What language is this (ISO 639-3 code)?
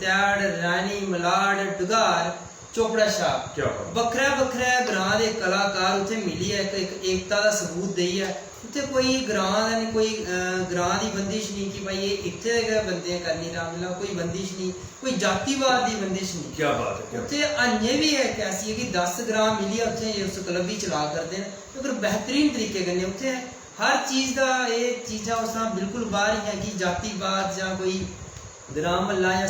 doi